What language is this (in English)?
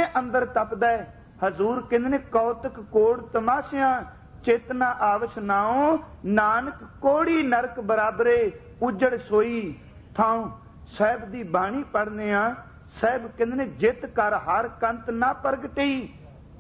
Punjabi